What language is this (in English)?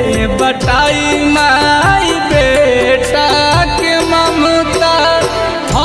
Bhojpuri